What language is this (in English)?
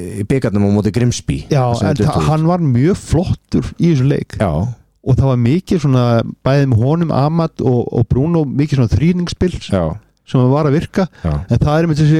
Icelandic